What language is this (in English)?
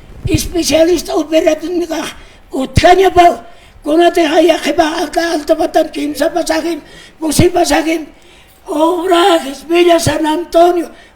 Aymara